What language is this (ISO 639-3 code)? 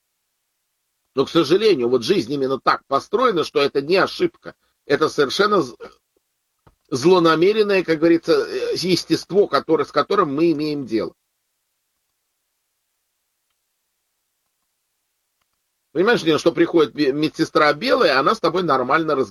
rus